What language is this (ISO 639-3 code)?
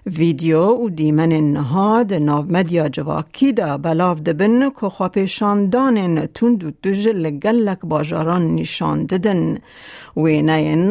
kur